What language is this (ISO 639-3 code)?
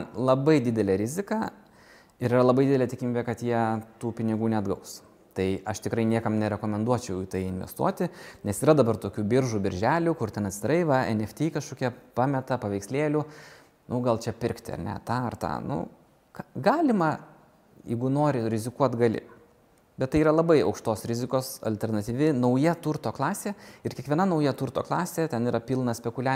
lit